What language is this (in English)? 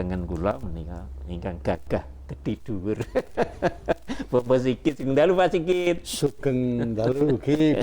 Javanese